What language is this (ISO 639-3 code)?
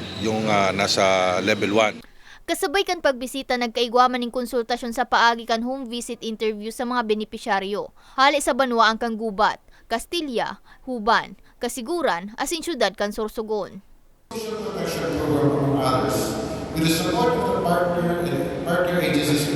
bik